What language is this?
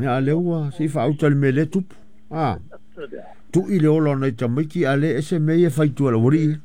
Samoan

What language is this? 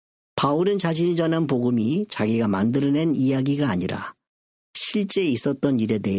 Korean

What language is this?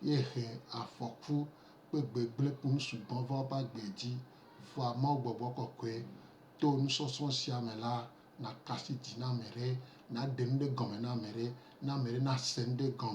Gen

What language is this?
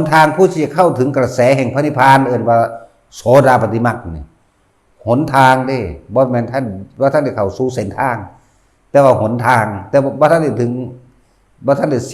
Northeastern Thai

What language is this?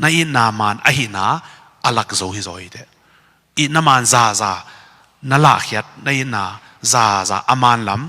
Tedim Chin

